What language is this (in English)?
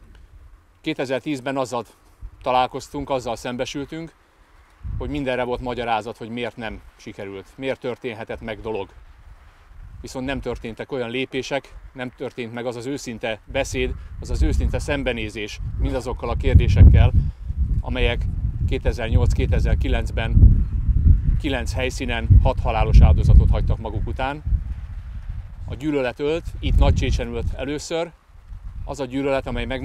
Hungarian